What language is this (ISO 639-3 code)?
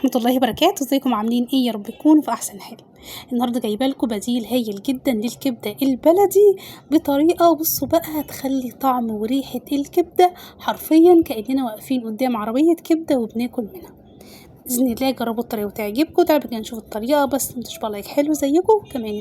arz